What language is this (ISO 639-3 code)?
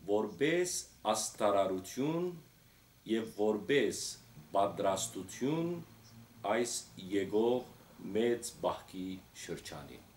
hyw